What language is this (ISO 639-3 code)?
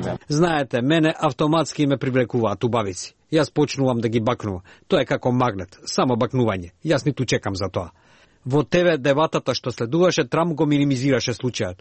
mkd